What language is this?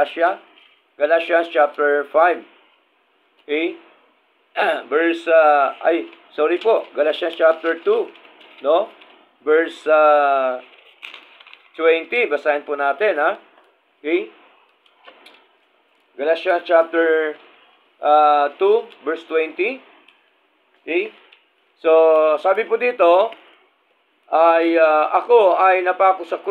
Filipino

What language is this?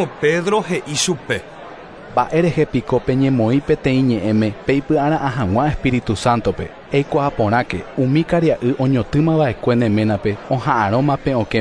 Guarani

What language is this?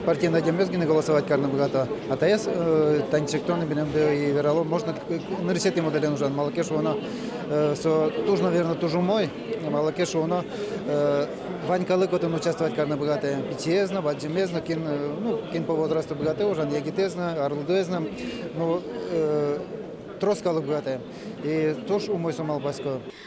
Udmurt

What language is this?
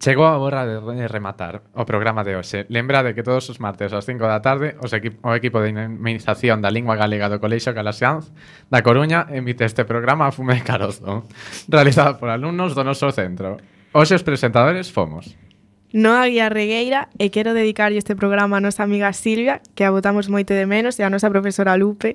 Galician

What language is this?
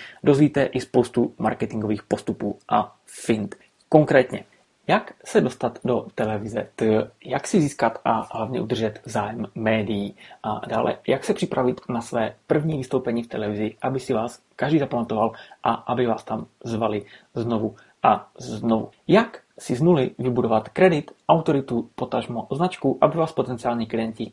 Czech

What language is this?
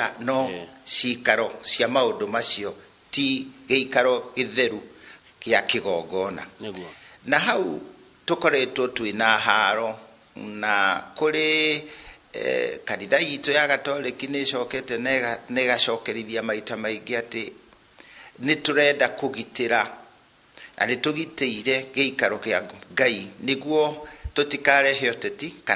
Kikuyu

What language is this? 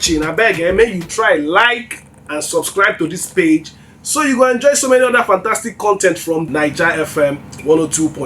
Nigerian Pidgin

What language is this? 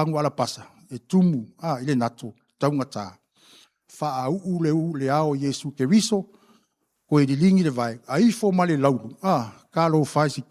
Samoan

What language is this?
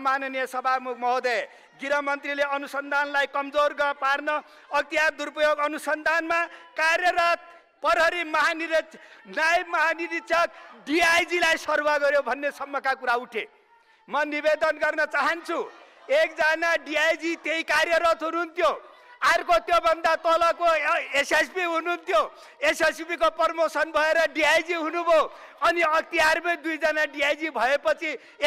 Nepali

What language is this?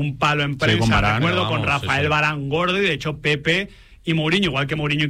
Spanish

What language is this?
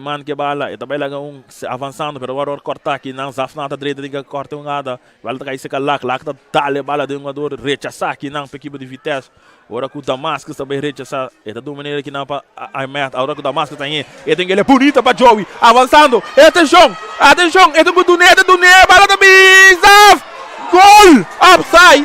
Papiamento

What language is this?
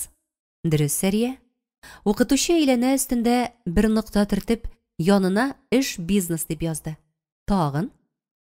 Tatar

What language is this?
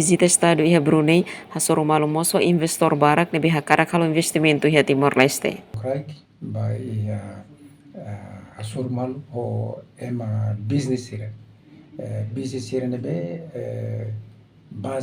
Tetum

